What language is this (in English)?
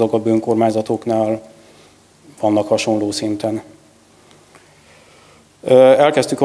Hungarian